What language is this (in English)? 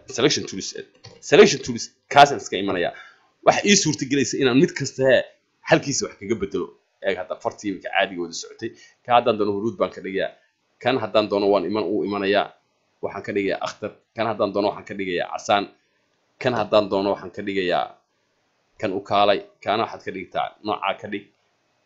Somali